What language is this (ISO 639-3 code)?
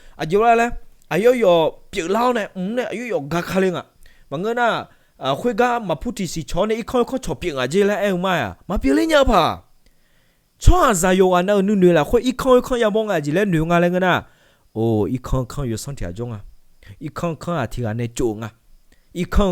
ahk